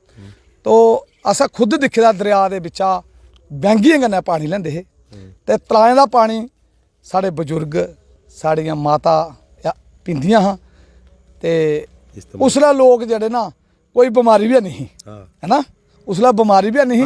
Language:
Dogri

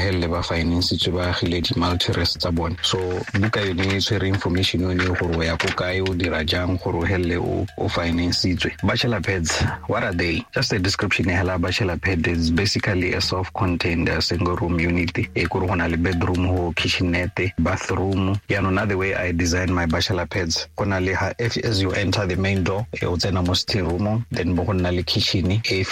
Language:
Tswana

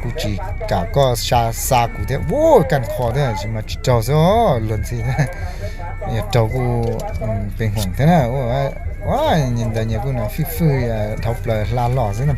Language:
Hmong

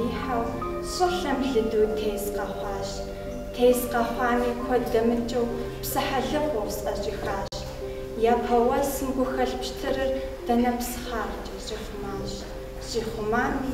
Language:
Kabardian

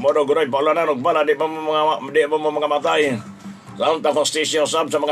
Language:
Cebuano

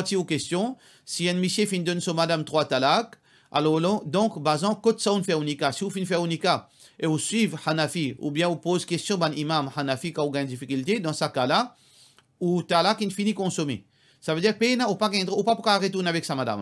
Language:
Morisyen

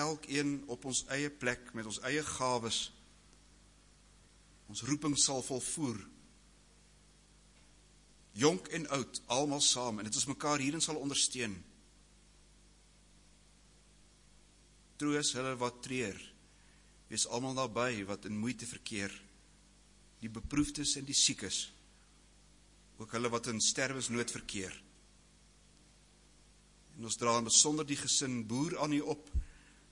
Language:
Afrikaans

